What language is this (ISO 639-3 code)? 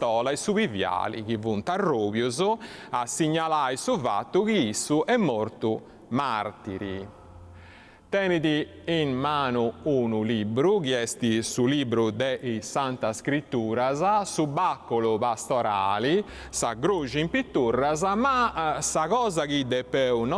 srd